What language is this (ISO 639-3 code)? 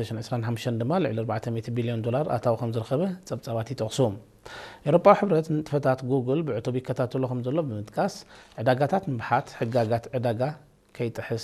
tir